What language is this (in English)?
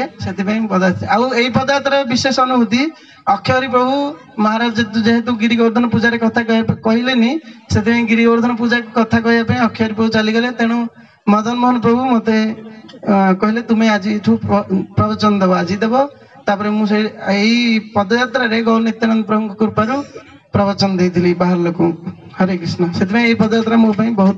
Odia